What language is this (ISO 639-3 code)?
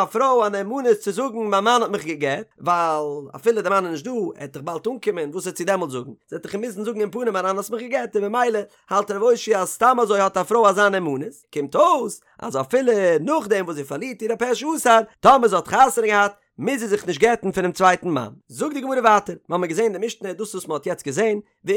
yid